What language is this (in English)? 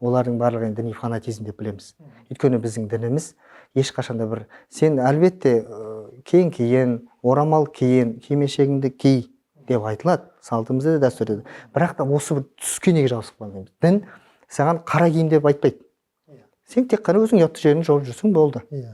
Kazakh